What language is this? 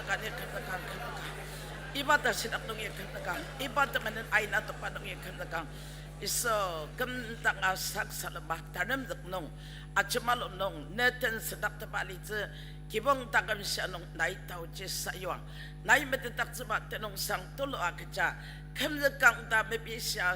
Ao Naga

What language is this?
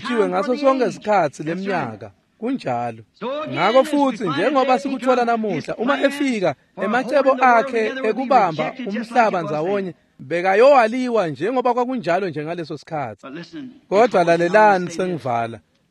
Swati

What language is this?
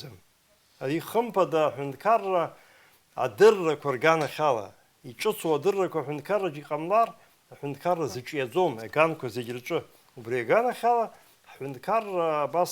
Abkhazian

